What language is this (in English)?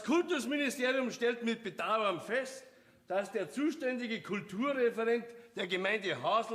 Bavarian